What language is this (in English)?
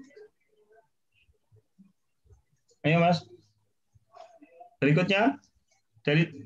Indonesian